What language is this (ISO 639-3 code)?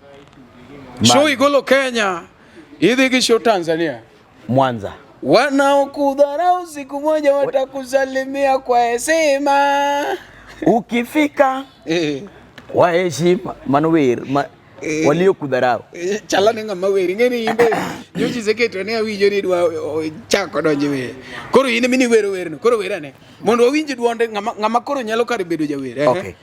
luo